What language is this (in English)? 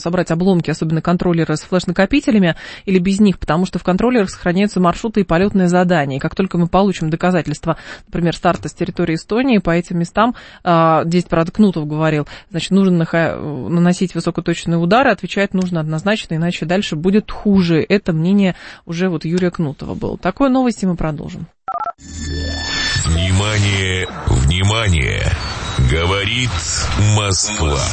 Russian